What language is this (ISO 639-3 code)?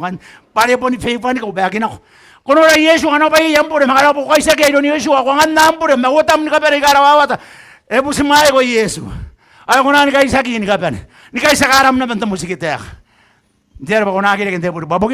gil